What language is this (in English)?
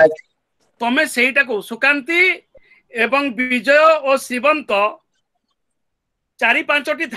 Odia